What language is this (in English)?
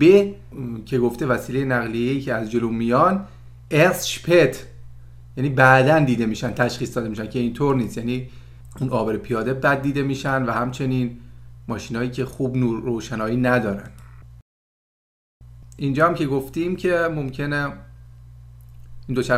Persian